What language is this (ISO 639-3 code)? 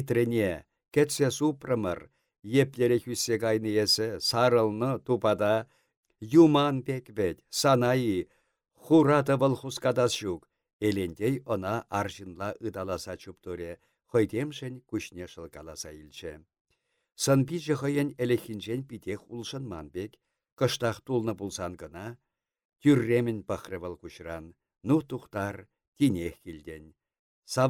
chv